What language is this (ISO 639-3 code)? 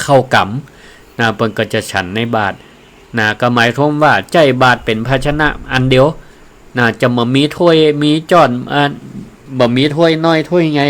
nod